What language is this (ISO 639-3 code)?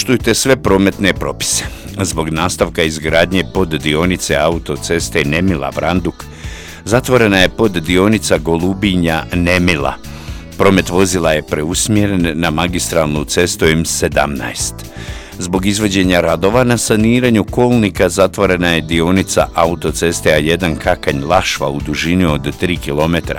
hrv